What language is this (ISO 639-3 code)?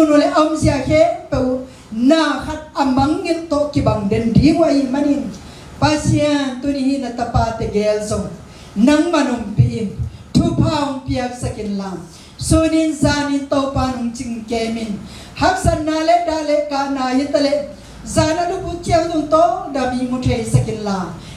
ctd